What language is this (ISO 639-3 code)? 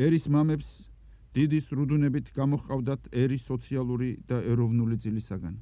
kat